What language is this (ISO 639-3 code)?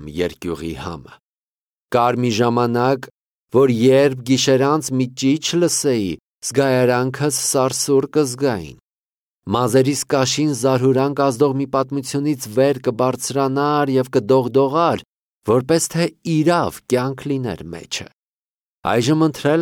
hye